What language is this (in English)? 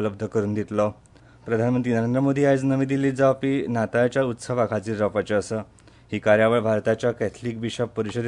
Konkani